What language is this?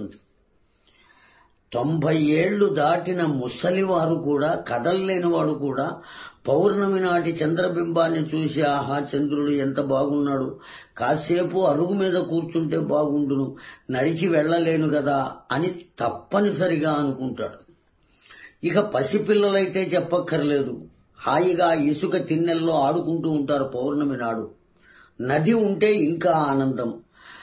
Telugu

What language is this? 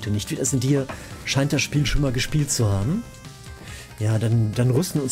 German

